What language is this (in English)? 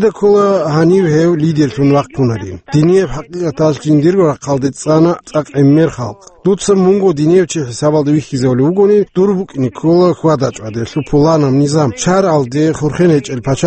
Avaric